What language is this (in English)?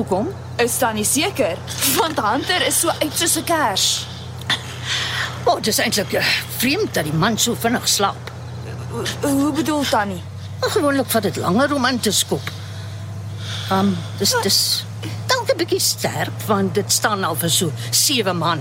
Afrikaans